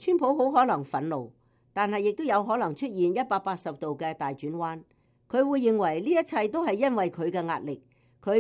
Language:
Cantonese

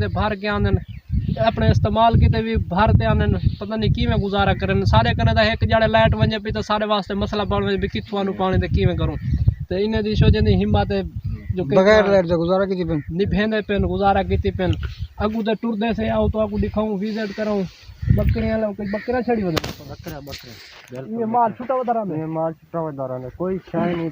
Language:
Saraiki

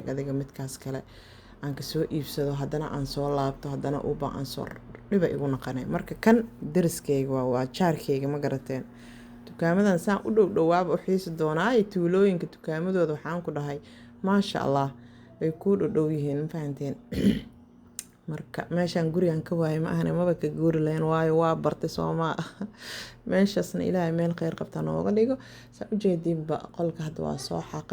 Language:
Somali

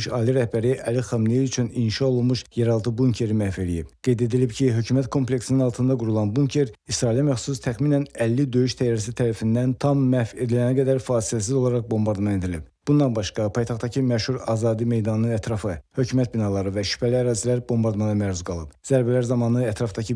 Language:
Azerbaijani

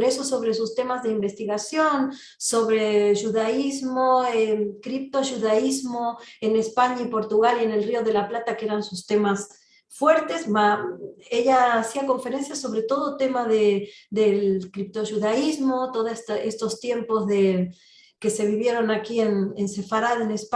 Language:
Ladino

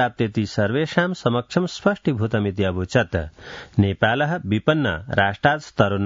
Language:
Sanskrit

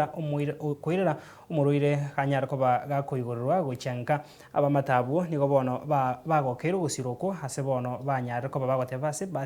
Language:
Gusii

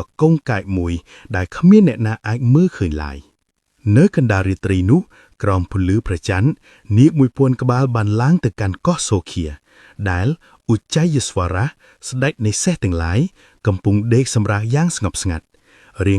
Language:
Khmer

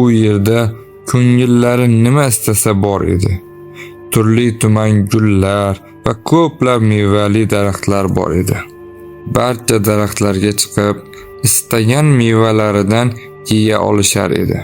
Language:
Uzbek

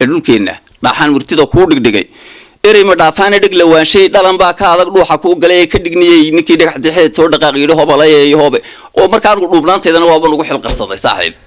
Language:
Somali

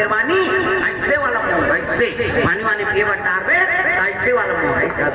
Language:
Chhattisgarhi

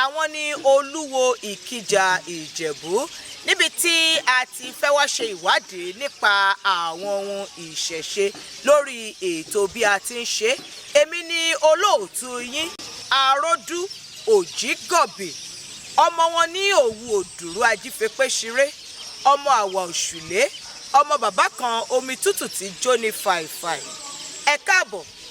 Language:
Yoruba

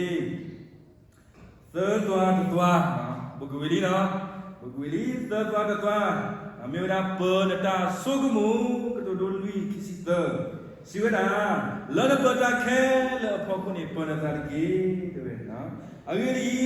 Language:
S'gaw Karen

